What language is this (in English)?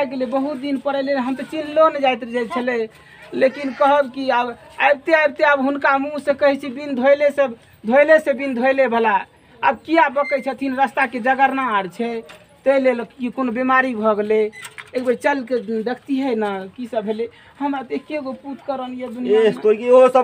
Maithili